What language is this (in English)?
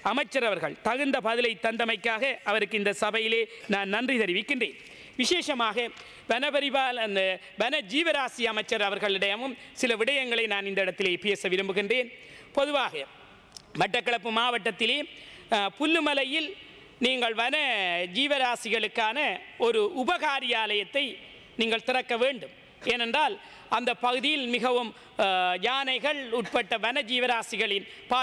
Tamil